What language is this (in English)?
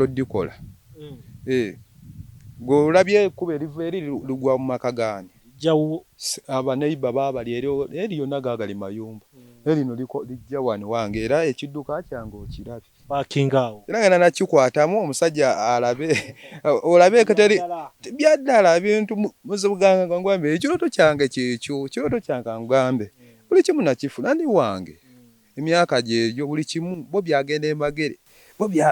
Ganda